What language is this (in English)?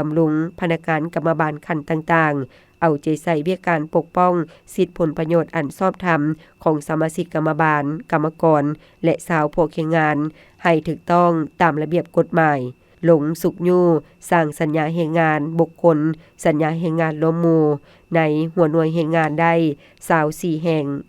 Lao